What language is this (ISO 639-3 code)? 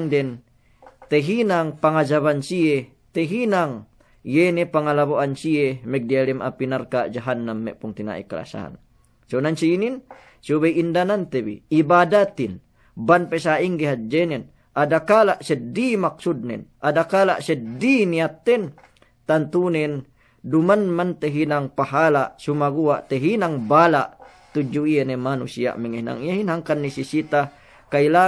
yka